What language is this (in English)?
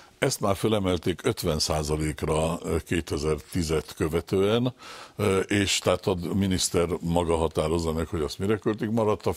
Hungarian